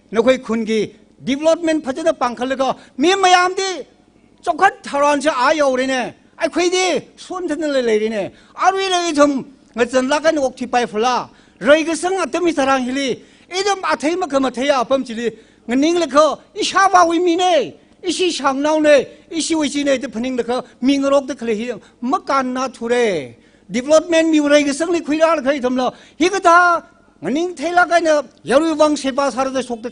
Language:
Tangkhul Naga (India)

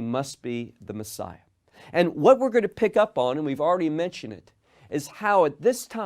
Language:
English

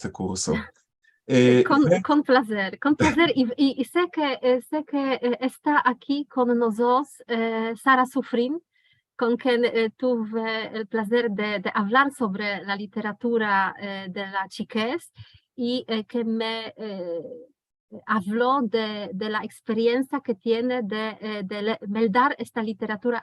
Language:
Ladino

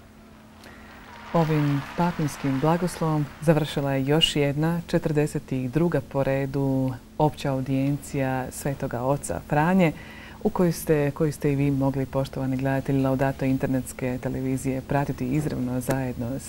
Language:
Croatian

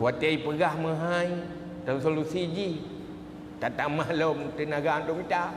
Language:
Achinese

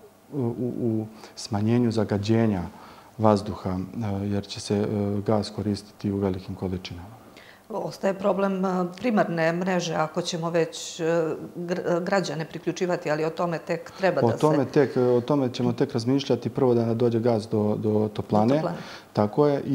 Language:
Serbian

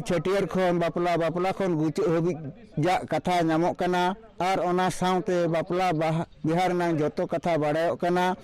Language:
Santali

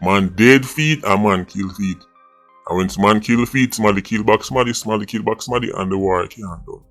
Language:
Jamaican Creole English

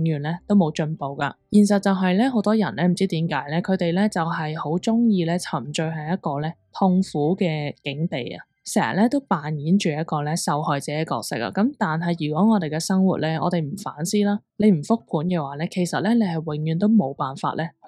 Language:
Cantonese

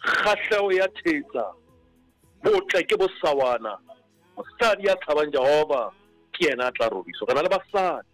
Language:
Southern Sotho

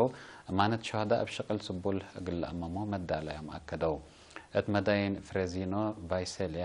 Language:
Tigre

